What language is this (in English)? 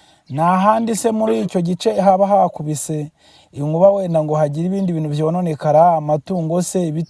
Kinyarwanda